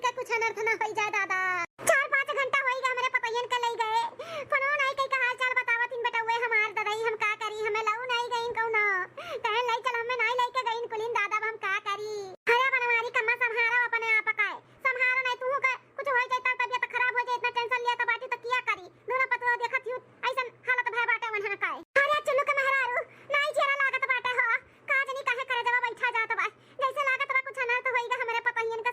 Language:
Awadhi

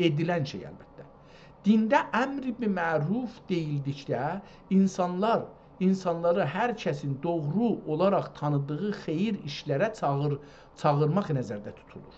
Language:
South Azerbaijani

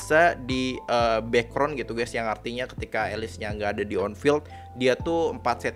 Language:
Indonesian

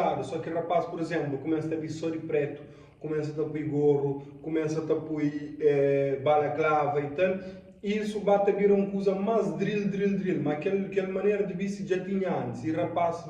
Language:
Kabuverdianu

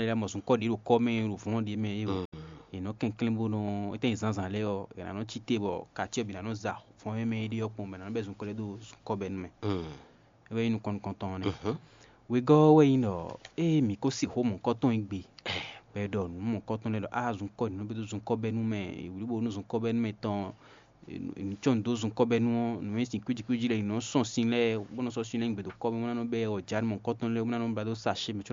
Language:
Fon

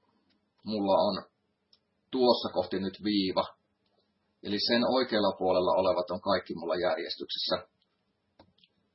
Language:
Finnish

